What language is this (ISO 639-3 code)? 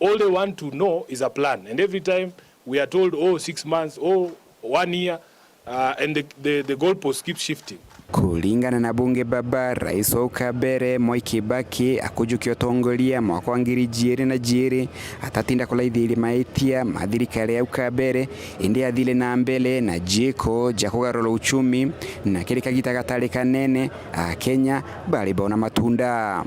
mer